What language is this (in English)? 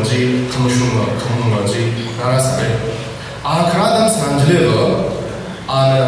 Tangkhul Naga (India)